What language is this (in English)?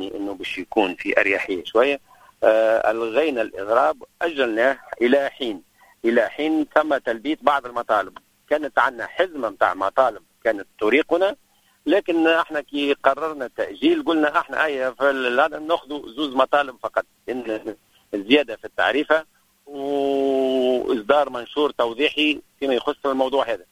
Tunisian Arabic